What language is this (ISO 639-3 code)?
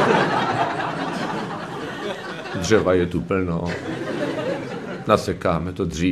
ces